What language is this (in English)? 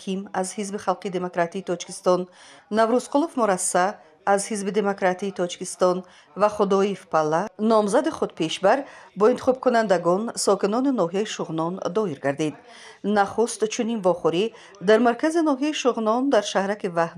Tajik